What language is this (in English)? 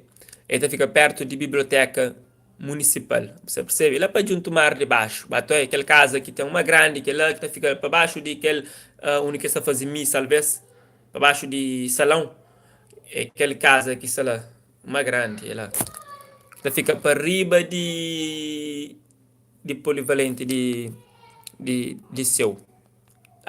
Kabuverdianu